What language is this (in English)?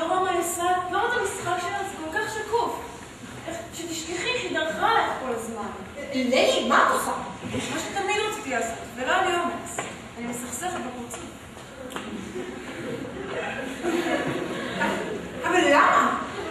Hebrew